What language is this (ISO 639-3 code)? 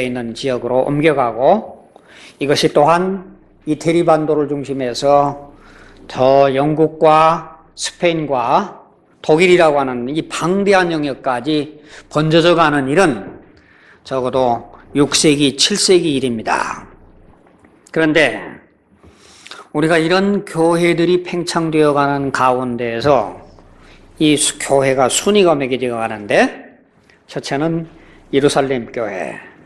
kor